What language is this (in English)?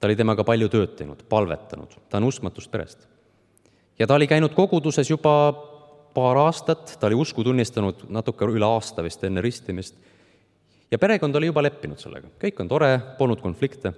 Estonian